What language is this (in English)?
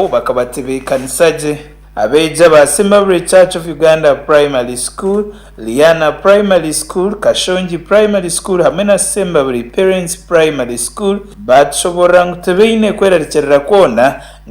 Nyankole